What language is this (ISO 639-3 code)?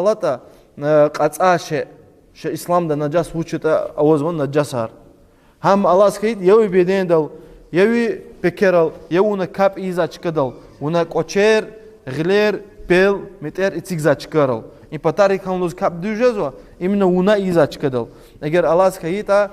lez